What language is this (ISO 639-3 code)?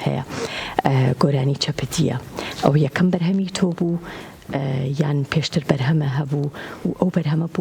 ckb